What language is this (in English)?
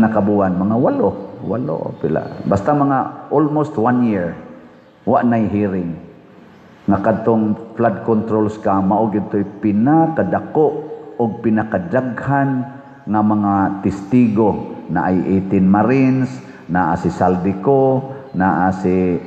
Cebuano